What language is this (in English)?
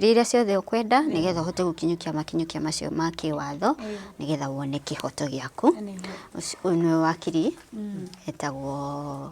Kikuyu